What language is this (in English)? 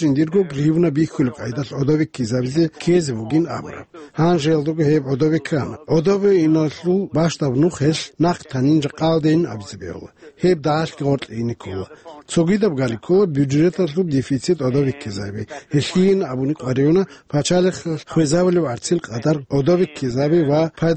Avaric